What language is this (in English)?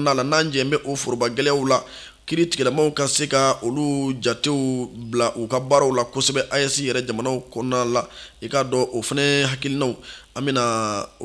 Bambara